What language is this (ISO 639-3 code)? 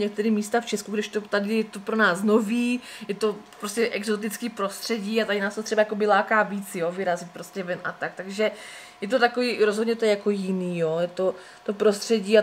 ces